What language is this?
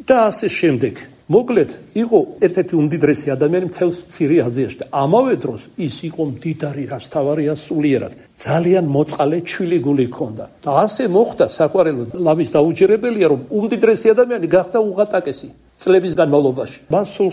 Georgian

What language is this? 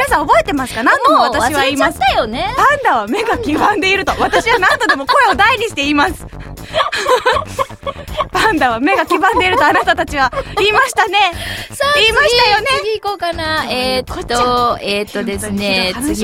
Japanese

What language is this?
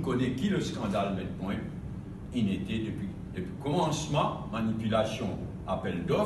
Morisyen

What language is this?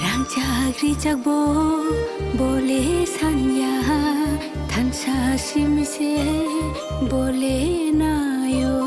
Kok Borok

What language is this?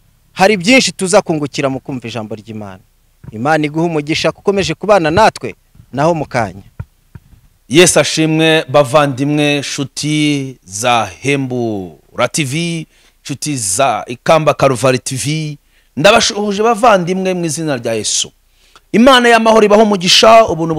Kinyarwanda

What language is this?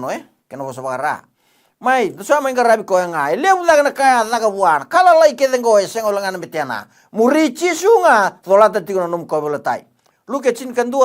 Fijian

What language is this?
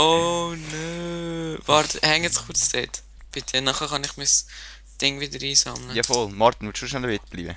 Swiss German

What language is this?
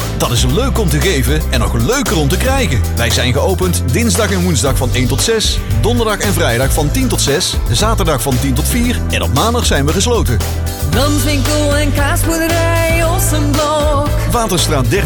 Dutch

